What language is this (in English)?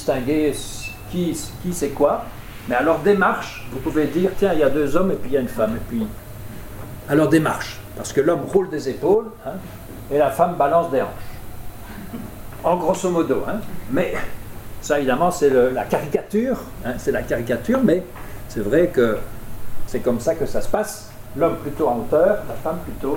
French